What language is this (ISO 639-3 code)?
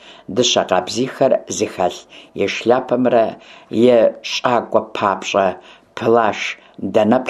kbd